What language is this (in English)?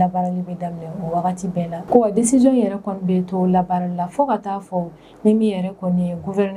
Bambara